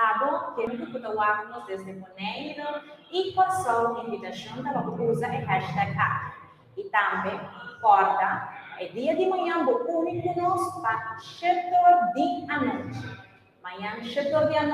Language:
Papiamento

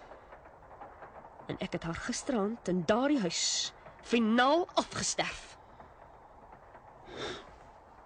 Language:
Afrikaans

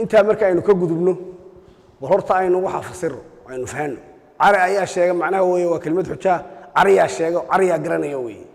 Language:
Somali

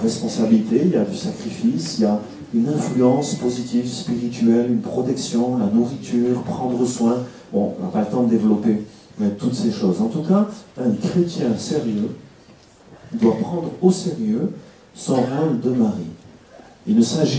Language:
French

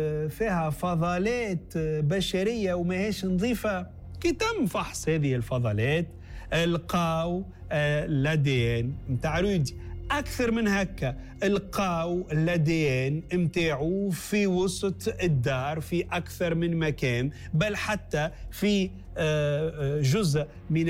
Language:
Tunisian Arabic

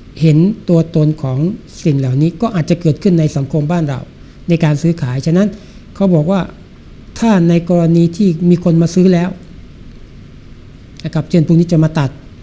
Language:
Thai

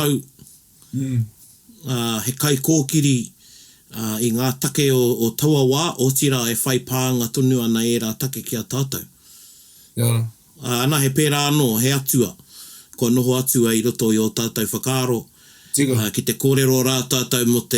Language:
Māori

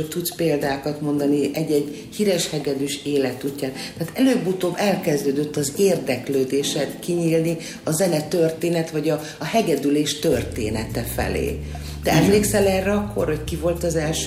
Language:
Hungarian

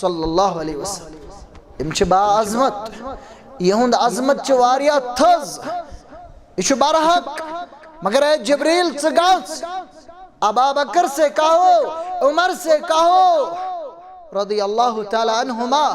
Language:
Kashmiri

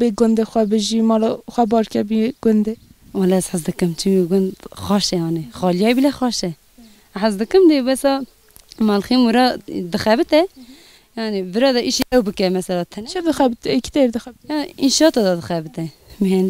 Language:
Kurdish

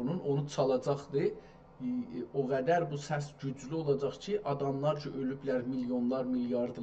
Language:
South Azerbaijani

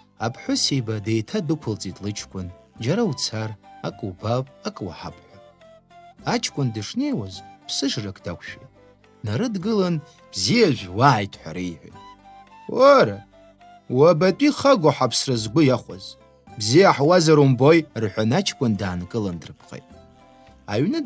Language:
Abkhazian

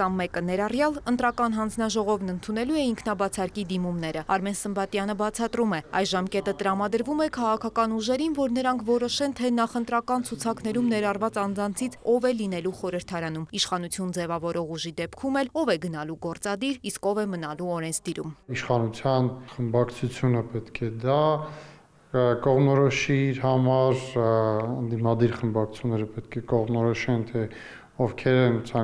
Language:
Armenian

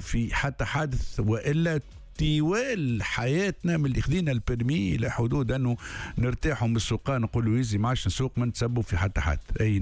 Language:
Tunisian Arabic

